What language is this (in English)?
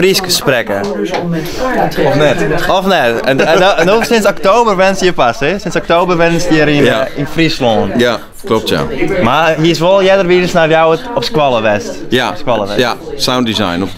Western Frisian